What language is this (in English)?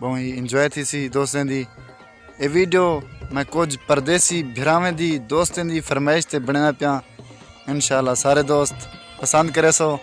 Saraiki